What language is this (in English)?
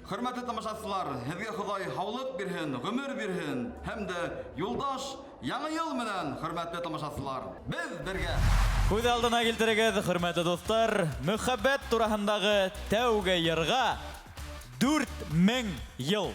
Bashkir